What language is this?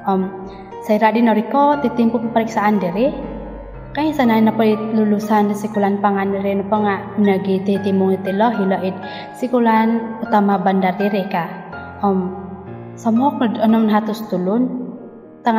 Central Dusun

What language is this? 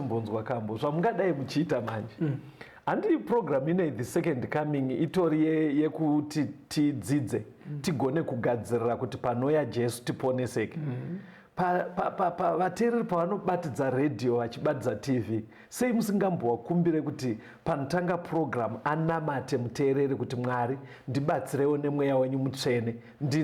Shona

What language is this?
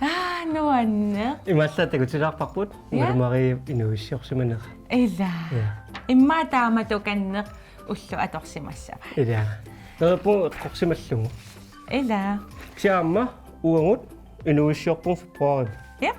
Kalaallisut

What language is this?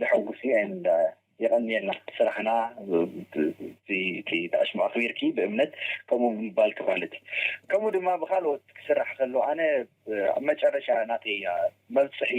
Tigrinya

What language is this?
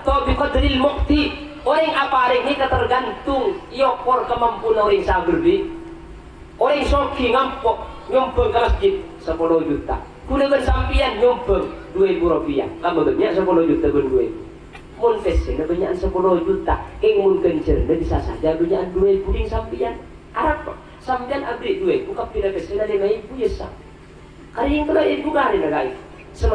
Madurese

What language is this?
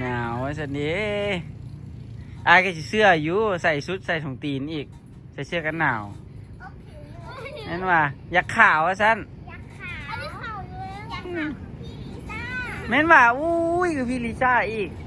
Lao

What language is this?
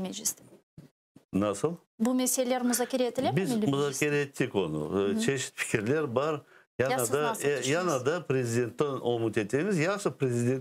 Crimean Tatar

